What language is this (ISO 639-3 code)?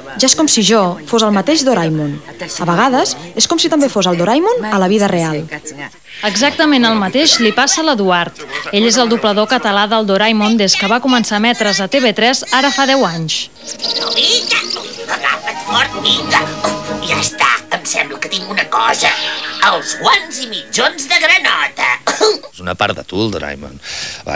cat